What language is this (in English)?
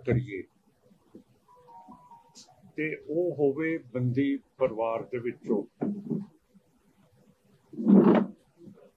Punjabi